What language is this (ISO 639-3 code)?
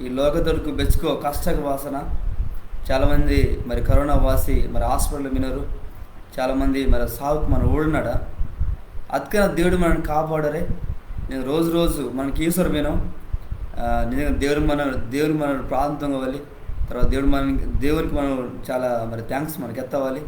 kff